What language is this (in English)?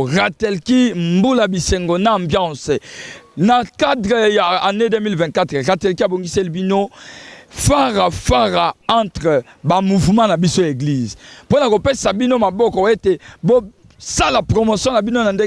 Lingala